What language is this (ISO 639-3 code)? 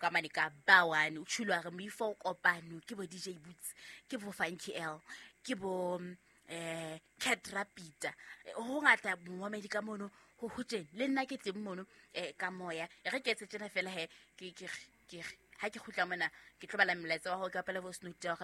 sot